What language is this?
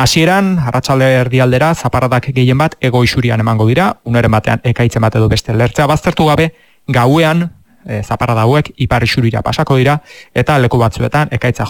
Basque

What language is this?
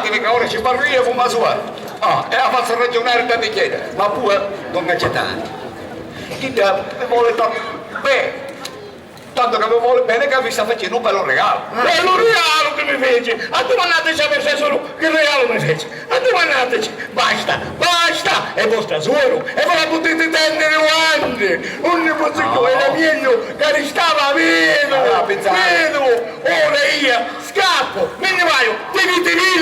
Sicilian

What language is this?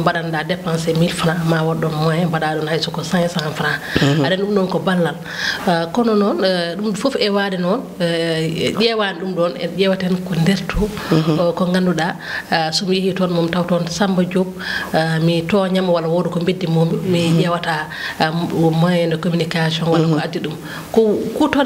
Fula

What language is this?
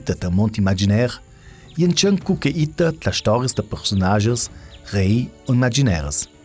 Ladin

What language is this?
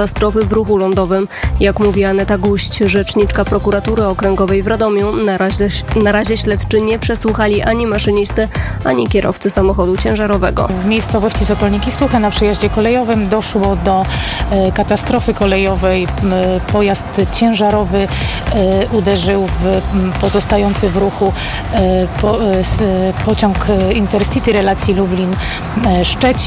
Polish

